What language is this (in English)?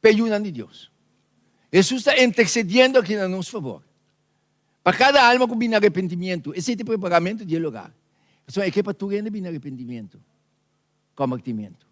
Papiamento